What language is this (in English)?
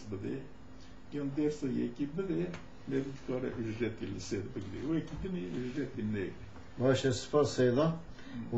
Kurdish